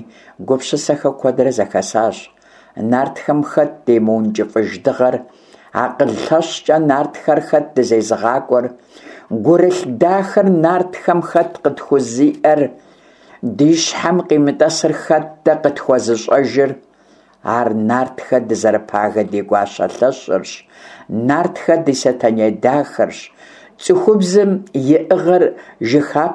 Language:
Kabardian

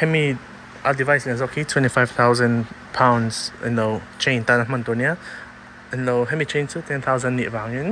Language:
Mizo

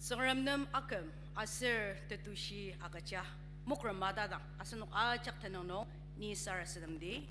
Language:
Ao Naga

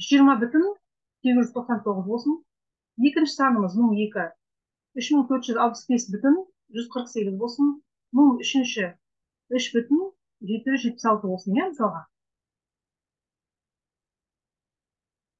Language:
Kazakh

